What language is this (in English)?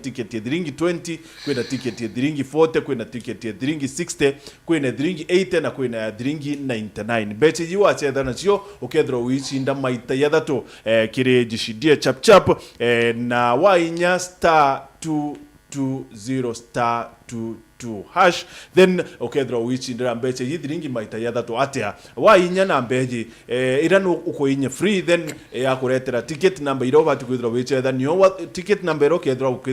Meru